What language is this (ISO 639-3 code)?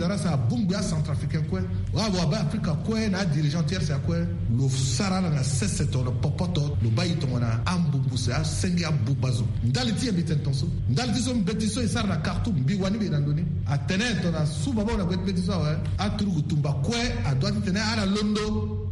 sag